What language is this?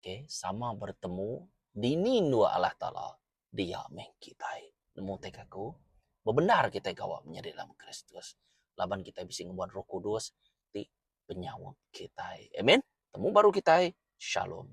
Iban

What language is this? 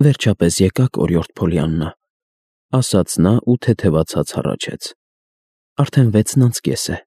Armenian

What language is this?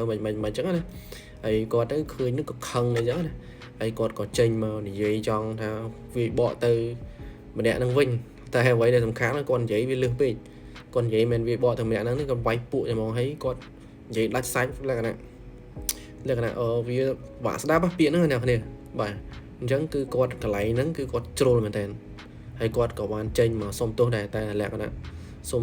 Khmer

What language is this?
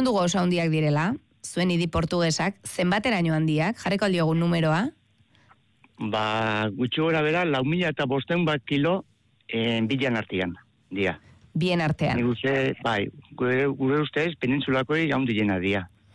Basque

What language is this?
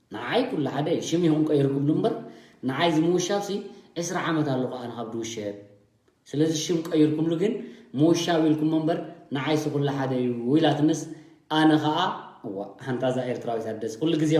Tigrinya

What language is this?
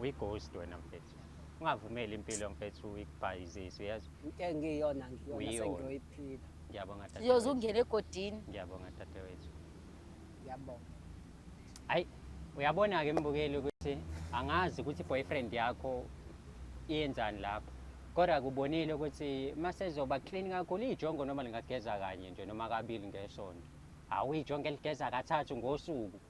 Zulu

